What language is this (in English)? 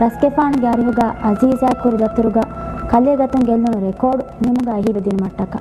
Divehi